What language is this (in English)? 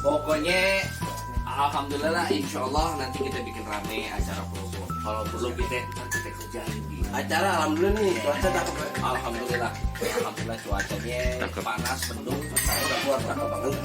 Betawi